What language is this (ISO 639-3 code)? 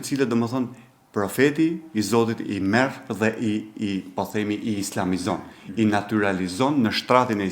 sqi